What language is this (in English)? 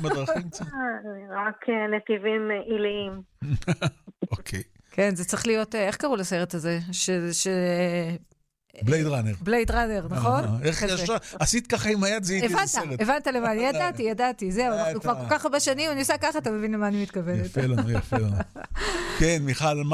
Hebrew